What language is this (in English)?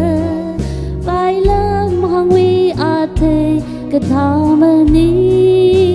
Tangkhul Naga (India)